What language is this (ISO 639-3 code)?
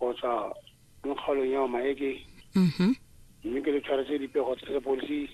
tsn